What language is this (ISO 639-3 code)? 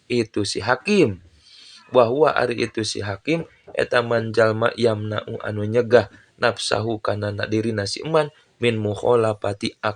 sun